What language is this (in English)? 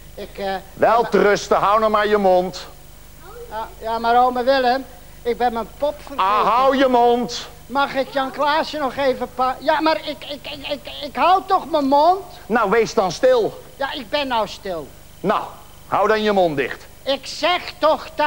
Dutch